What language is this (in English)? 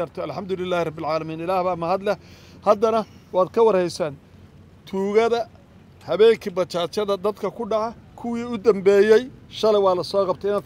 Somali